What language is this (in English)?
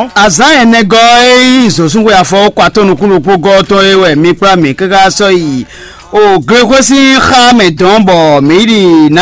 Fon